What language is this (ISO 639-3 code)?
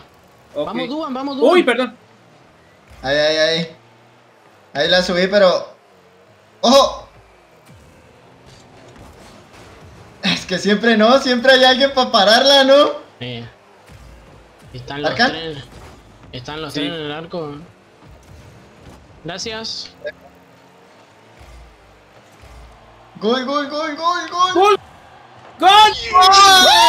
spa